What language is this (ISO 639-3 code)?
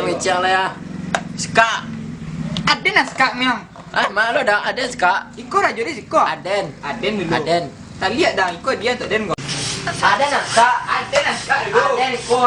min